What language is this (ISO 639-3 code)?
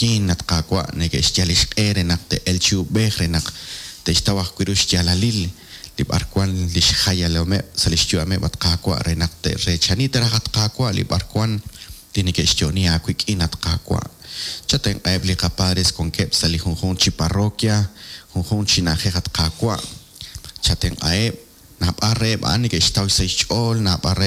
kek